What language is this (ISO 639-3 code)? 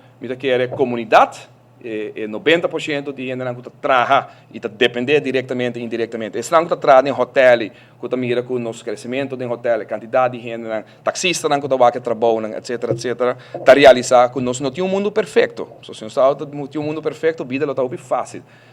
pap